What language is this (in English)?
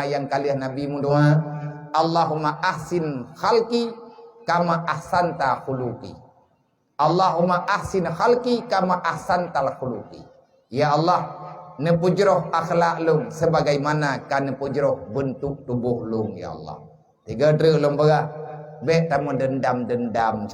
Achinese